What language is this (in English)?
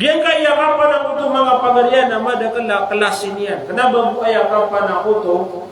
Maranao